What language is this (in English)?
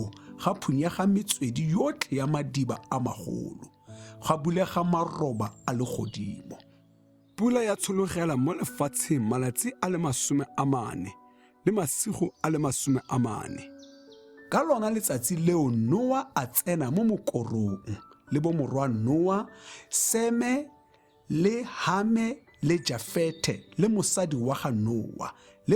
Tswana